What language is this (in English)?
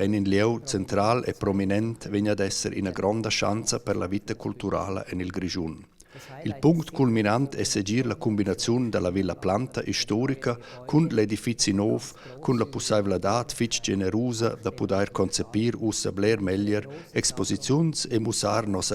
Romansh